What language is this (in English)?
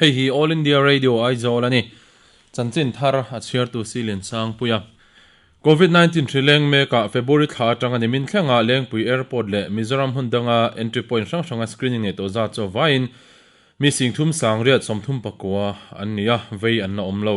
Mizo